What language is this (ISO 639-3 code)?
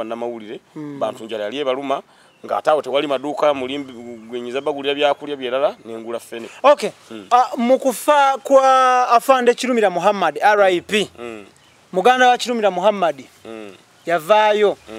lug